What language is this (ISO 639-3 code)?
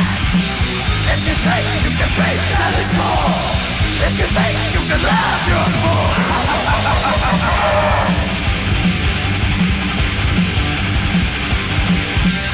por